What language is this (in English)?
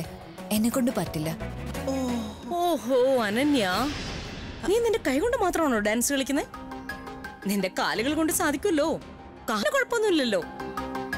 Malayalam